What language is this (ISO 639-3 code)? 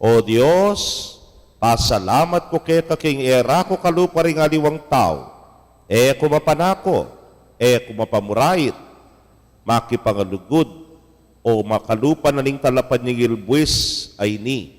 pam